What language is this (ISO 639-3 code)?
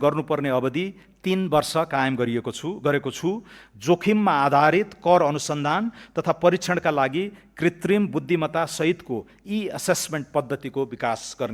nep